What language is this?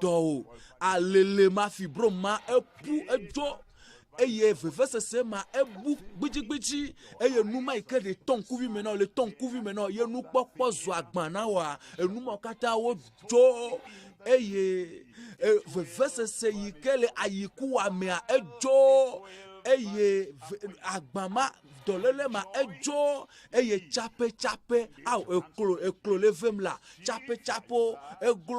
Ewe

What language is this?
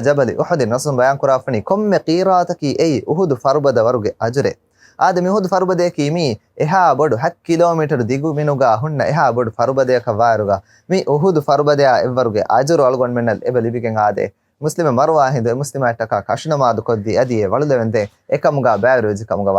Divehi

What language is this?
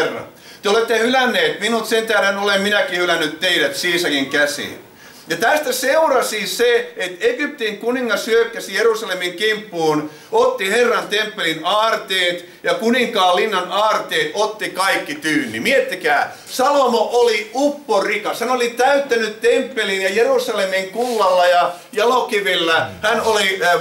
Finnish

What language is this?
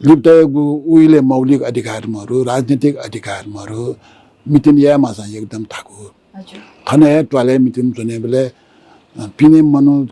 Newari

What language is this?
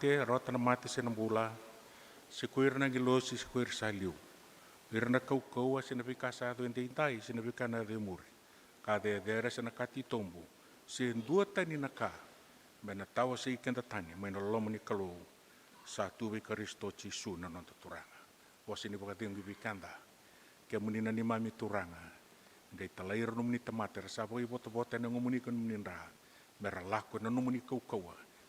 Fijian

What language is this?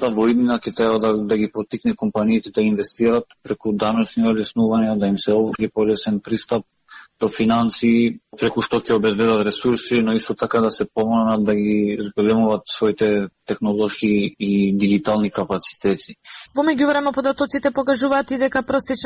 Macedonian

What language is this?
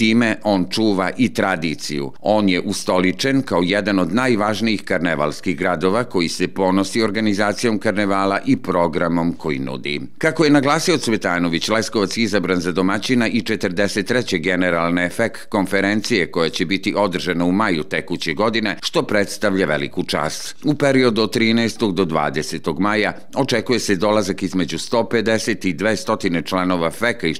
Serbian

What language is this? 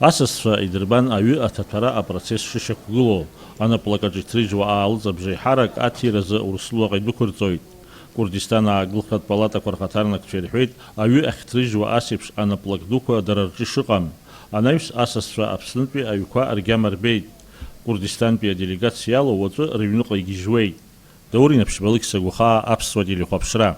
Abkhazian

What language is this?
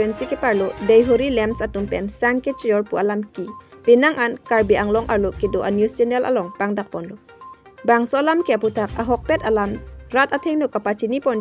Karbi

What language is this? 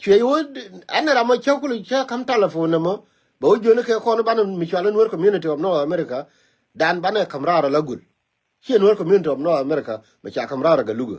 Nuer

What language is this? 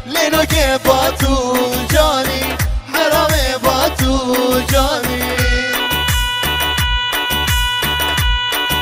Persian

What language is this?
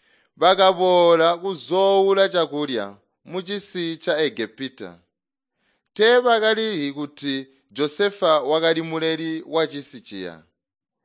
Tonga (Zambia)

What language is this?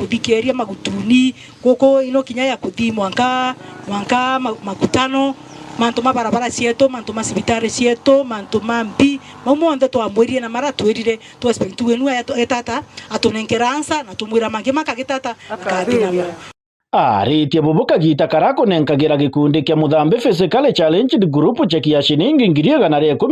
Meru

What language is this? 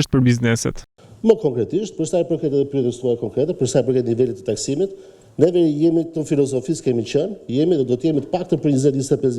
Albanian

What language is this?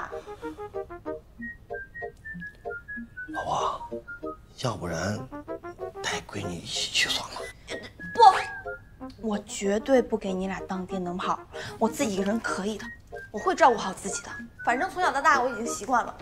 Chinese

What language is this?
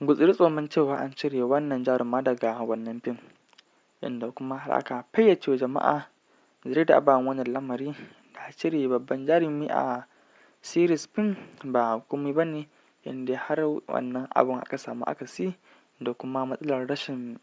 Hausa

